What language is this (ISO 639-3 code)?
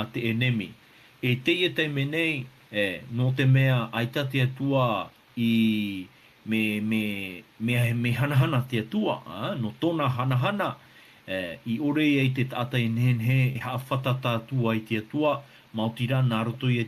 tah